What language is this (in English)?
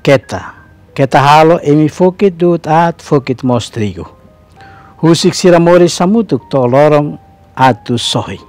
Tetum